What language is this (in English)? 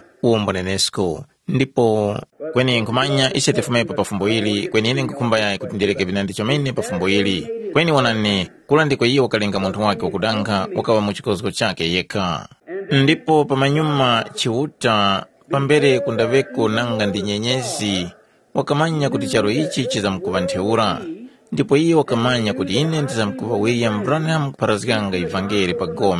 Tumbuka